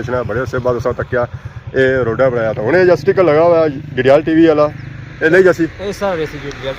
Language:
Pahari-Potwari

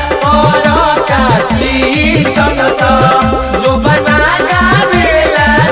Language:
Bhojpuri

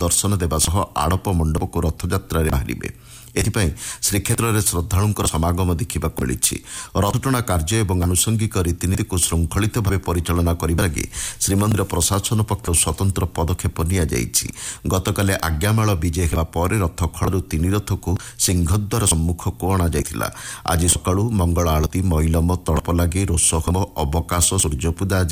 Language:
Odia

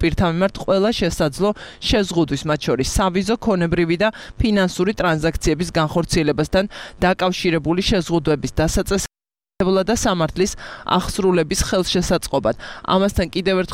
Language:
Georgian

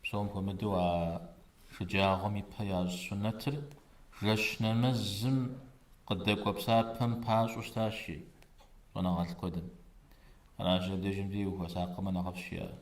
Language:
Kabardian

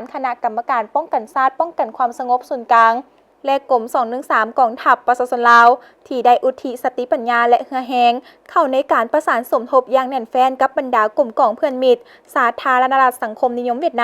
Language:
Lao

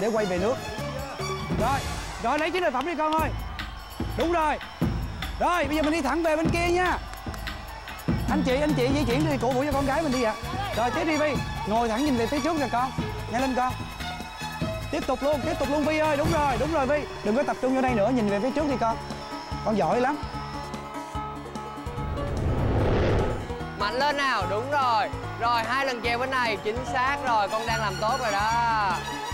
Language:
Vietnamese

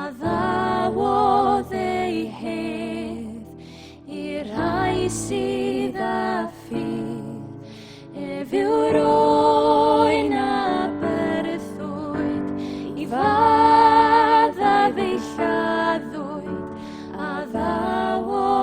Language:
Welsh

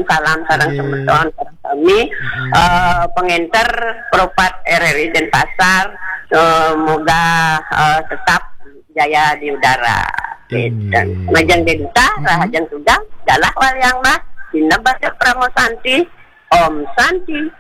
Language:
Balinese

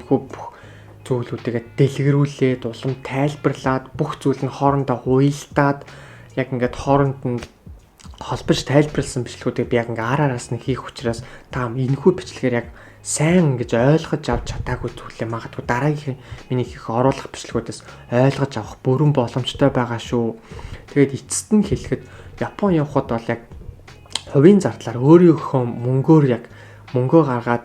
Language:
Mongolian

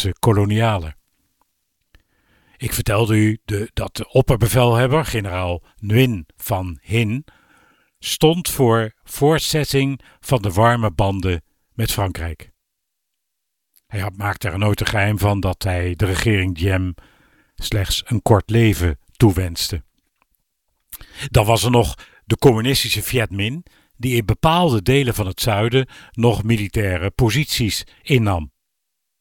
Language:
Dutch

